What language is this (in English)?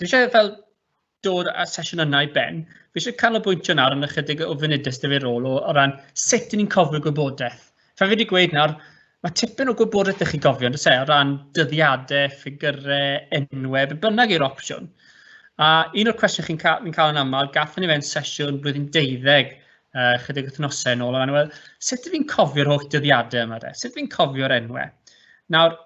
Welsh